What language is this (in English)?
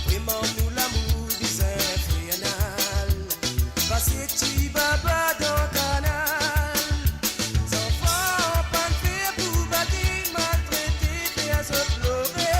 Morisyen